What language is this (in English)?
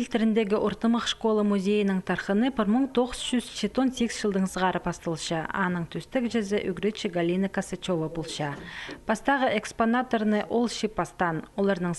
Khakas